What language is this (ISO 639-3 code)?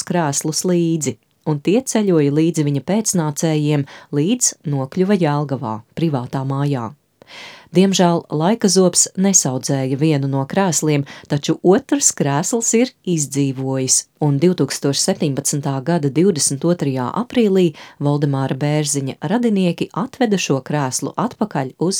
lav